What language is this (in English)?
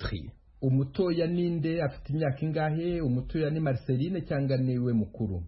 Kinyarwanda